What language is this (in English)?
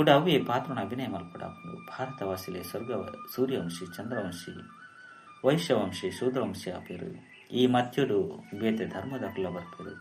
Tulu